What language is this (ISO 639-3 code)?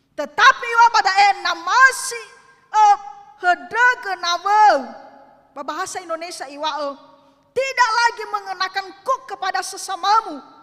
nia